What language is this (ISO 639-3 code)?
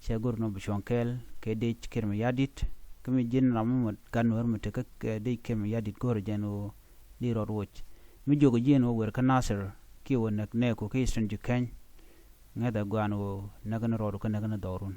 nus